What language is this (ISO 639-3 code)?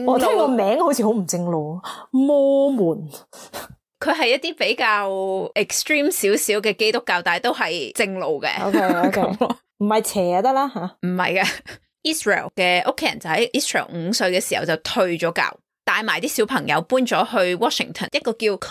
yue